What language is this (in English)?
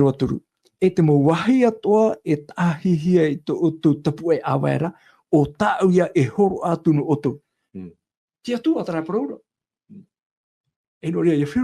Tahitian